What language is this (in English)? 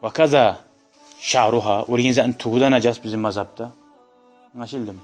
Kumyk